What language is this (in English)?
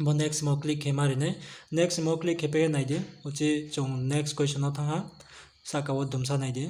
Riang (India)